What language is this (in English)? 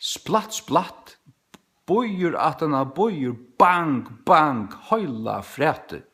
Faroese